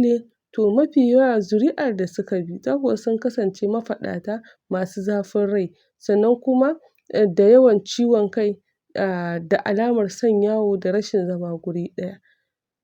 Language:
Hausa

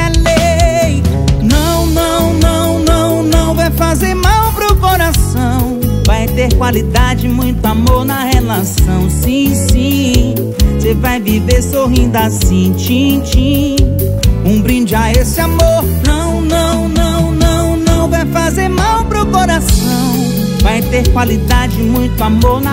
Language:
Portuguese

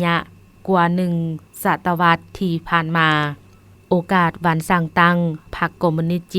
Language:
Lao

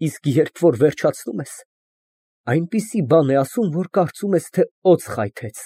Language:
Armenian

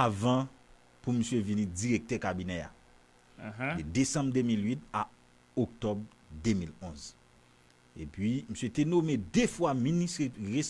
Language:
Haitian Creole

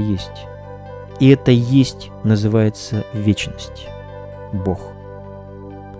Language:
Russian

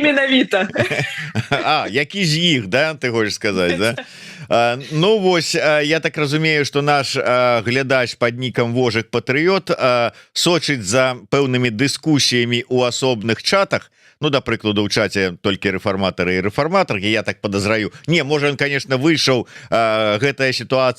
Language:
Belarusian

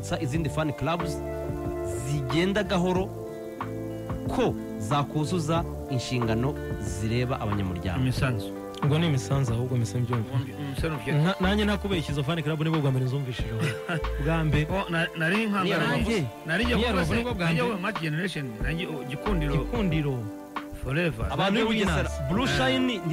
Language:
Kinyarwanda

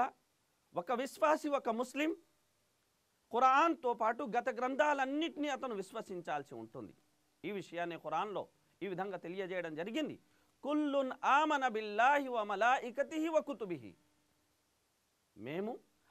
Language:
Telugu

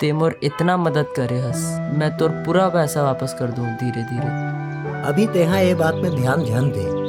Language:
Chhattisgarhi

